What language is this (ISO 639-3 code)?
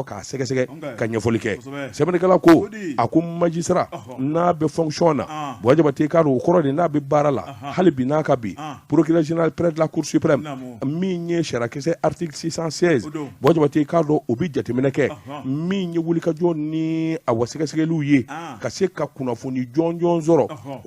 bam